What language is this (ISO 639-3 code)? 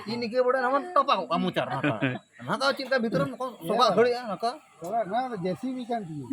sat